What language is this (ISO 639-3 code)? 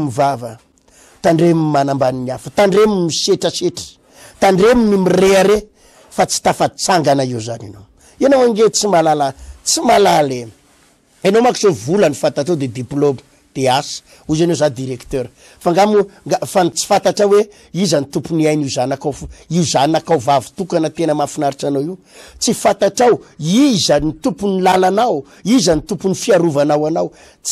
mlg